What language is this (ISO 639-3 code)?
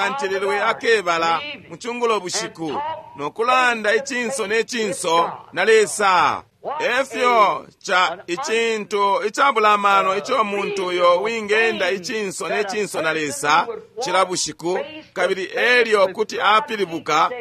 bem